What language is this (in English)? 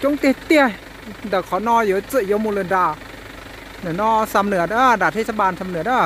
Hmong